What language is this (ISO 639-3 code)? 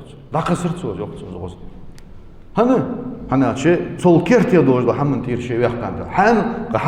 inh